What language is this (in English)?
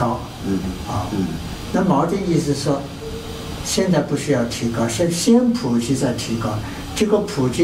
Chinese